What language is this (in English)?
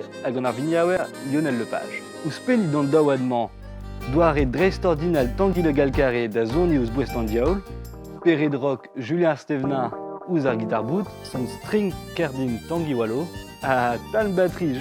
Breton